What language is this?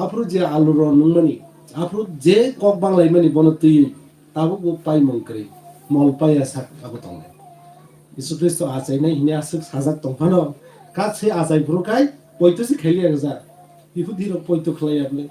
Kok Borok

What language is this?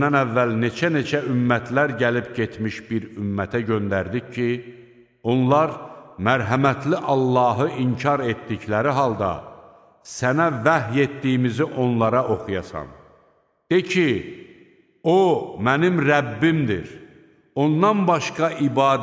Azerbaijani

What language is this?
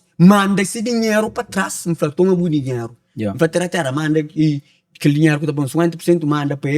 Kabuverdianu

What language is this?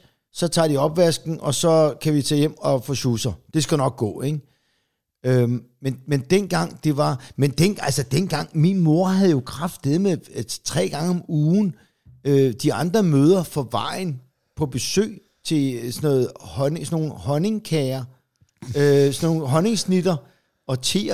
Danish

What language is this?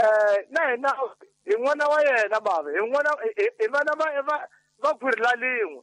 Tsonga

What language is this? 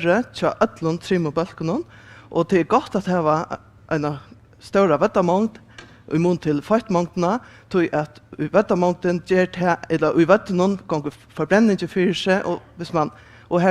Faroese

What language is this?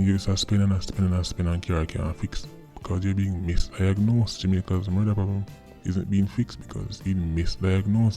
Jamaican Creole English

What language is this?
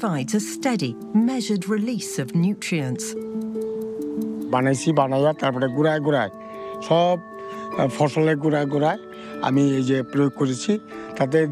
Bangla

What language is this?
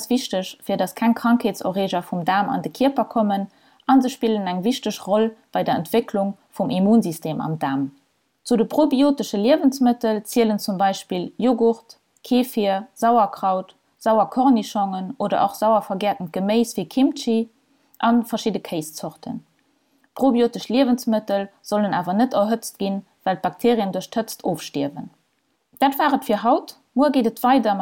Luxembourgish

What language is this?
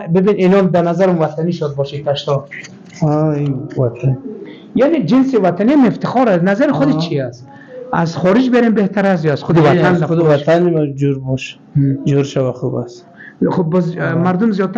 Persian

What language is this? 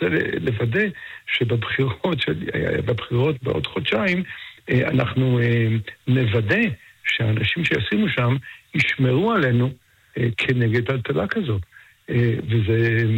Hebrew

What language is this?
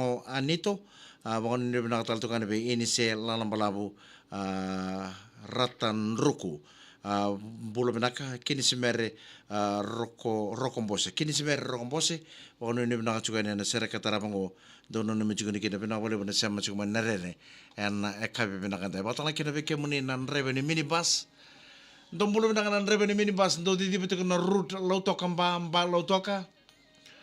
Fijian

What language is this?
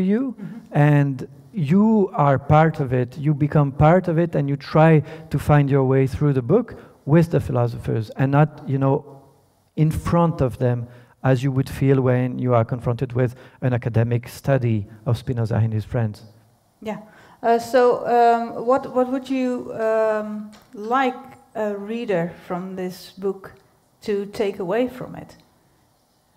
English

